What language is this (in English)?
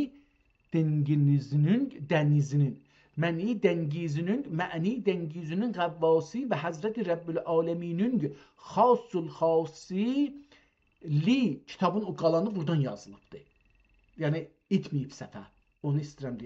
South Azerbaijani